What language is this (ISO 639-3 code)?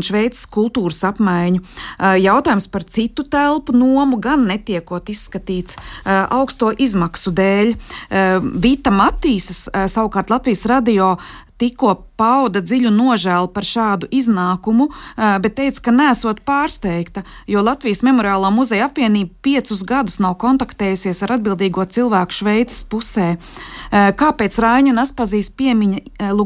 lav